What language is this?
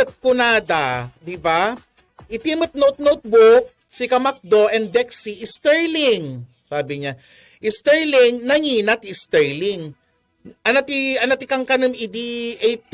Iloko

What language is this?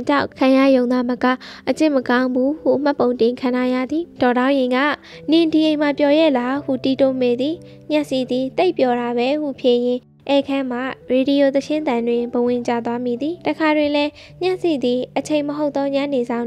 Burmese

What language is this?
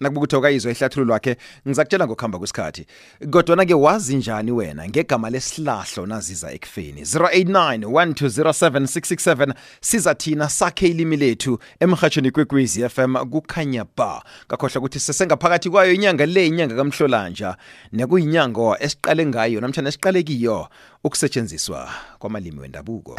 South Ndebele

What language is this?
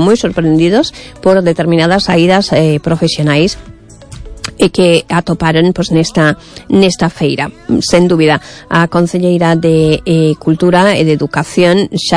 Galician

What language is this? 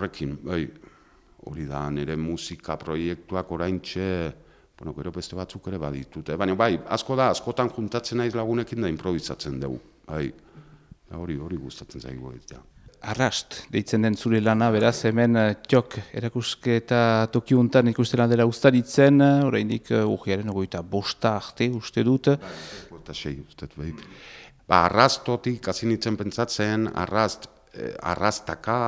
Basque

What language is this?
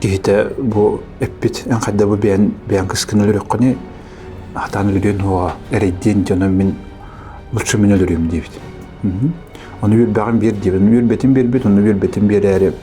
Yakut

